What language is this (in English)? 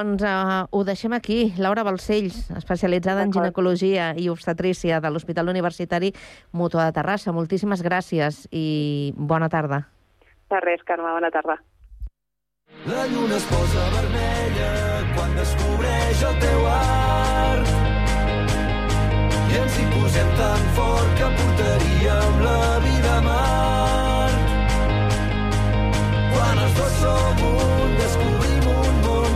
Catalan